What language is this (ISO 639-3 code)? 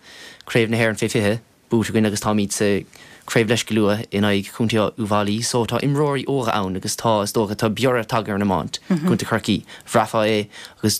gle